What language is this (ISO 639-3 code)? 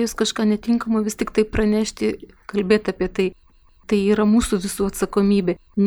lit